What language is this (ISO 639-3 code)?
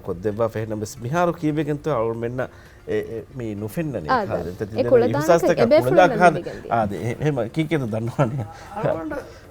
div